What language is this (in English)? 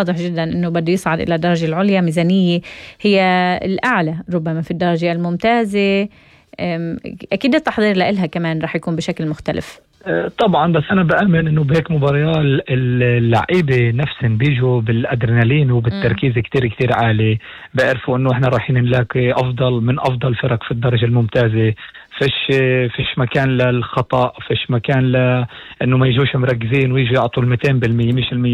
North Levantine Arabic